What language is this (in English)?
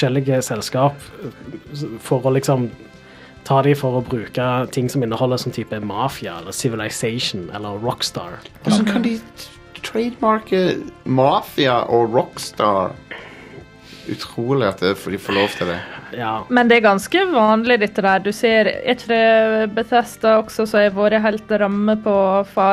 Norwegian